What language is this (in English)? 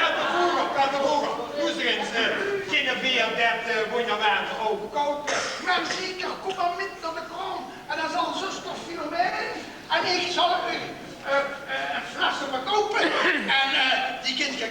Limburgish